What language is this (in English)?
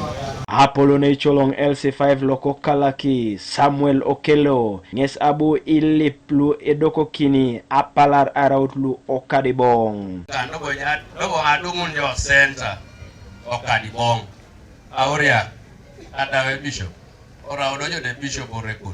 Teso